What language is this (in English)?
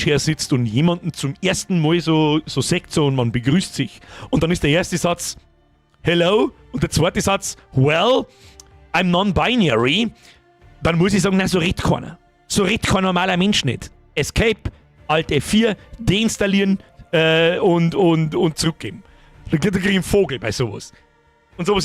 Bavarian